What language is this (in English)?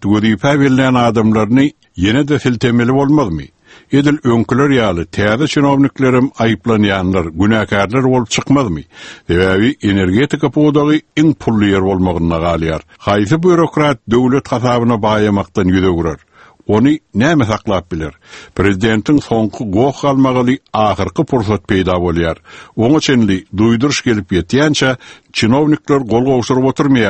Turkmen